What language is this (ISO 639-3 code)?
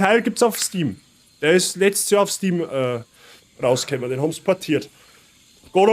bar